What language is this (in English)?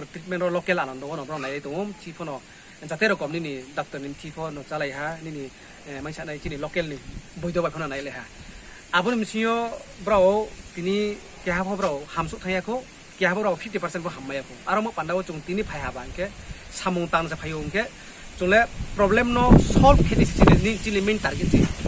Riang (India)